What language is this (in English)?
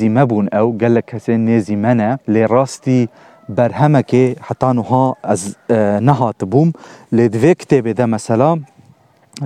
Kurdish